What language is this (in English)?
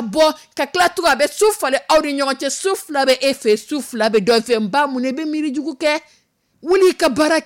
Dyula